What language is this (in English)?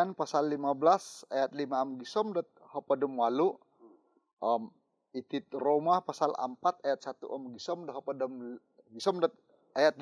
Central Dusun